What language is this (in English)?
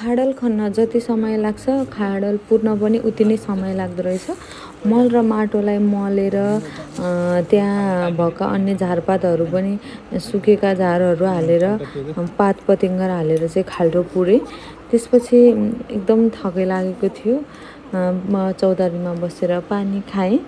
Nepali